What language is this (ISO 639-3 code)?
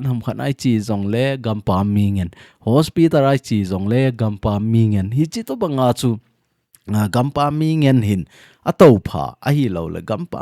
tcz